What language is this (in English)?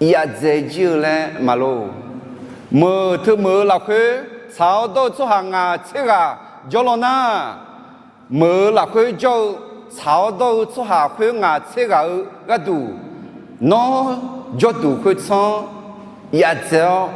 Akha